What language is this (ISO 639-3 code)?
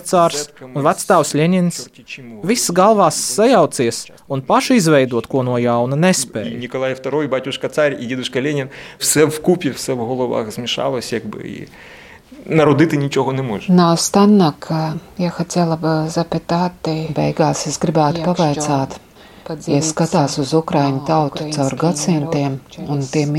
lav